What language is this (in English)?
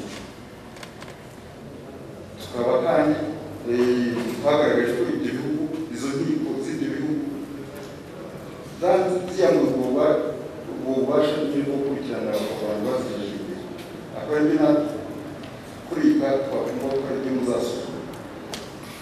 Kinyarwanda